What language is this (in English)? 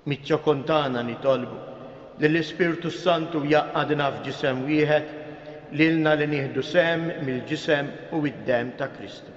Maltese